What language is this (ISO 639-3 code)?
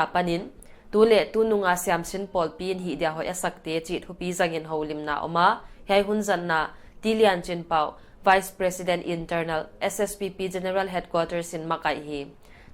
pck